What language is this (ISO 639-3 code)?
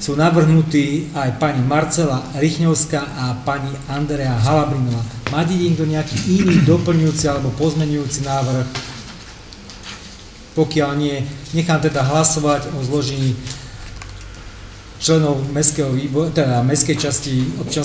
slk